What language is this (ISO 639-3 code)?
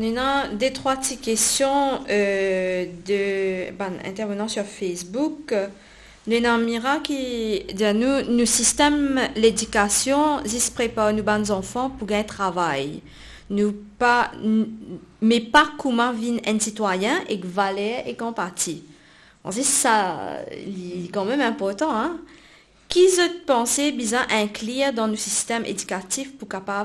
mfe